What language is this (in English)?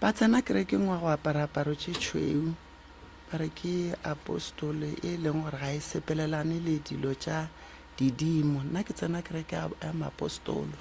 Northern Sotho